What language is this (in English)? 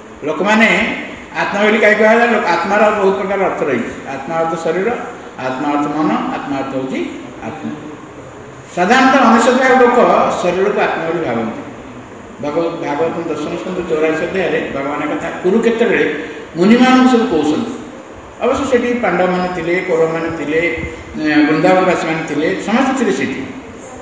Odia